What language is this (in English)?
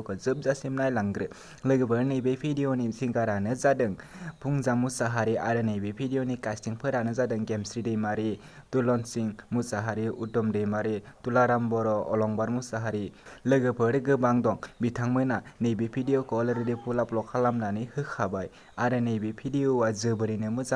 Bodo